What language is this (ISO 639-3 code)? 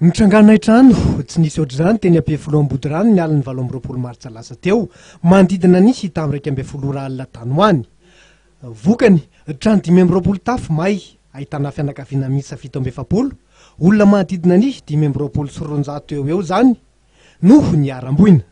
mlg